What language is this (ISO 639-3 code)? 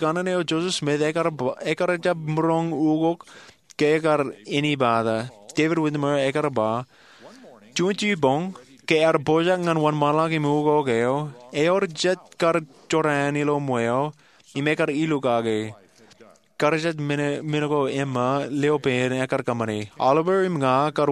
mah